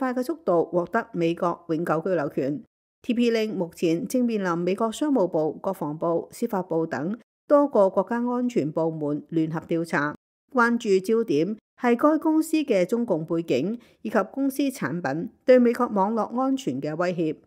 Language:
Cantonese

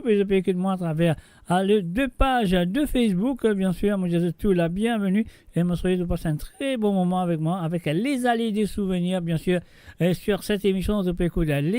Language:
Morisyen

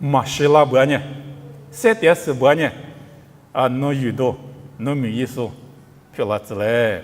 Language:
Lisu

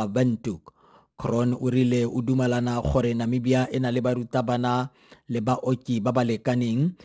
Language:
Tswana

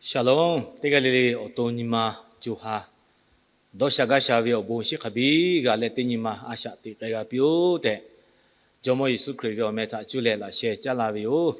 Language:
Lahu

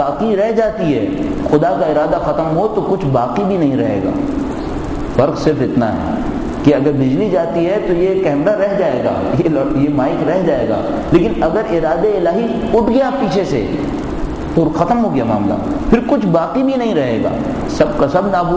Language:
Urdu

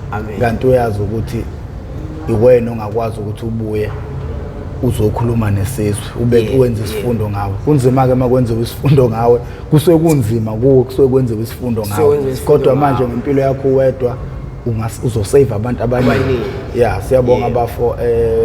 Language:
Zulu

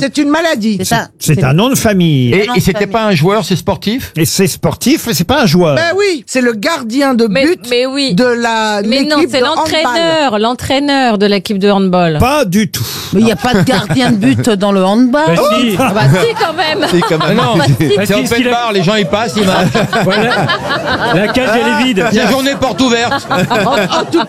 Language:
French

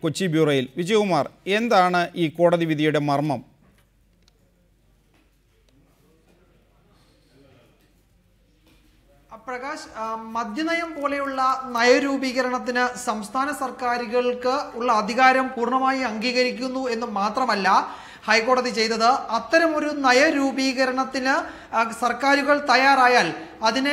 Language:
Malayalam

